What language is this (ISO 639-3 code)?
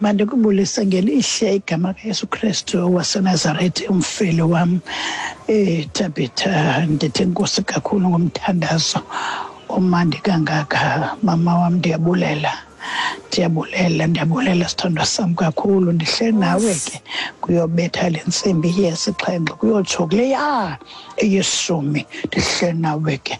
xho